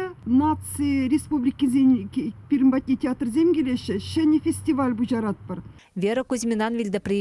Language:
Chuvash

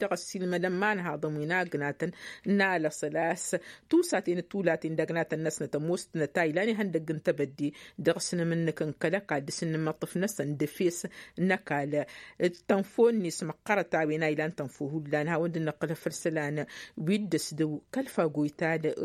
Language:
Tamasheq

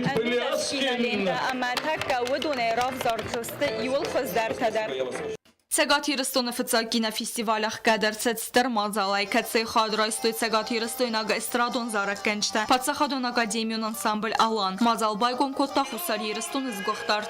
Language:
Ossetic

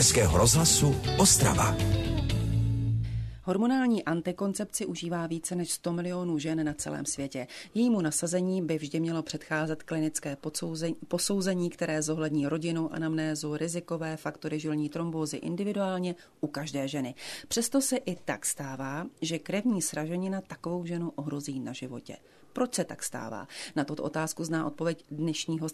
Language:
Czech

